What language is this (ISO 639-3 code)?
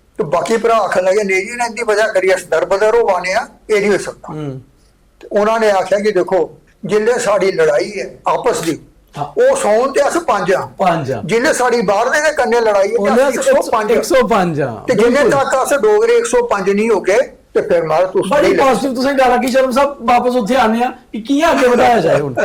doi